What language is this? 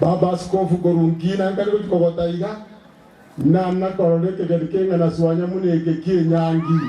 Gusii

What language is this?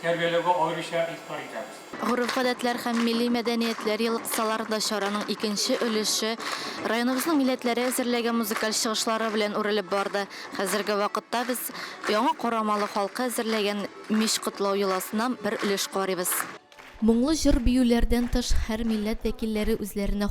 Tatar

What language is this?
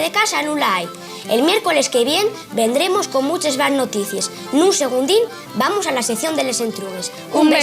Asturian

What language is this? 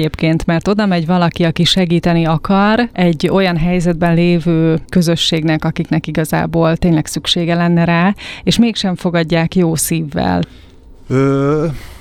Hungarian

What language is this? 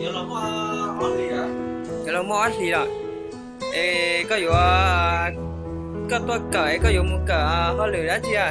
Hmong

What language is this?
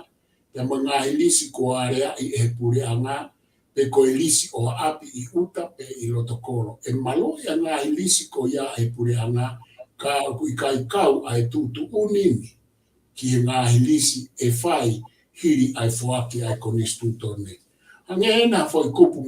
Tongan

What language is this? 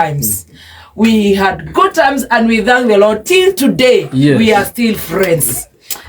Kikuyu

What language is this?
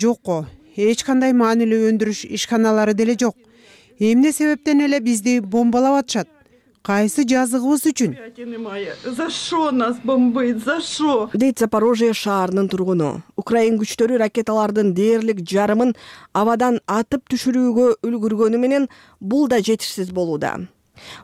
Kyrgyz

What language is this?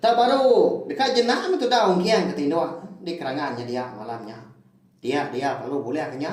Iban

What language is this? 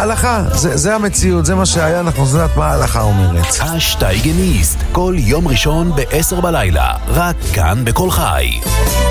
Hebrew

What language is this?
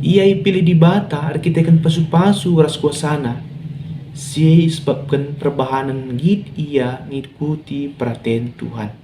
Batak Karo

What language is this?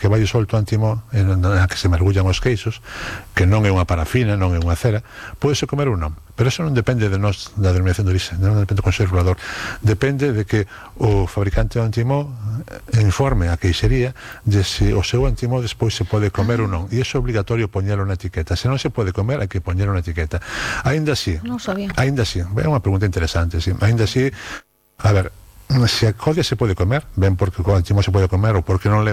Galician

